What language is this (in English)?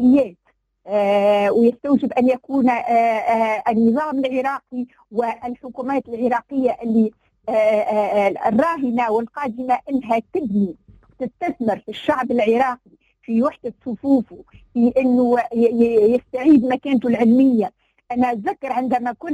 Tunisian Arabic